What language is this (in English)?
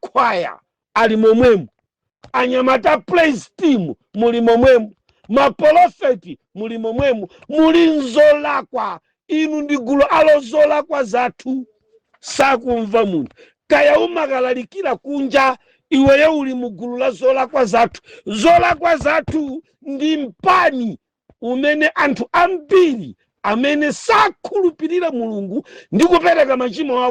Nyanja